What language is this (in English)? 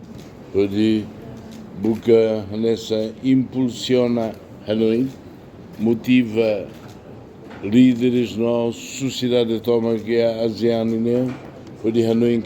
Tetum